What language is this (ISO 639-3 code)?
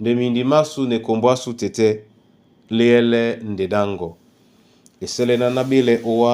dua